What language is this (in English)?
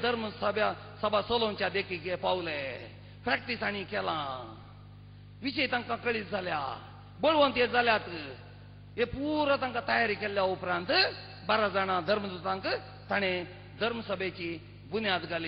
Konkani